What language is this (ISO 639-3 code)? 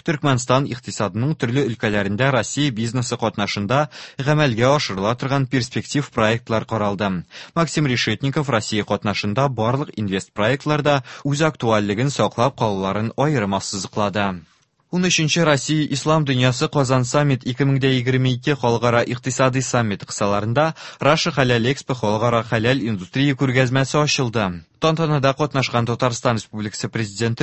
tat